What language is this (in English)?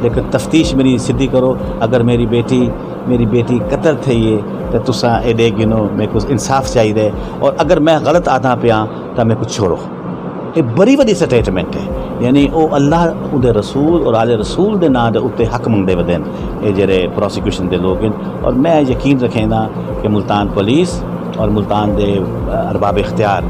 Saraiki